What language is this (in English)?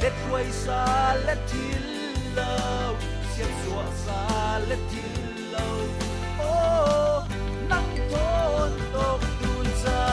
Falam Chin